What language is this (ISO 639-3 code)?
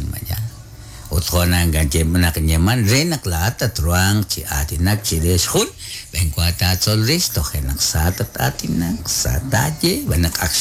kek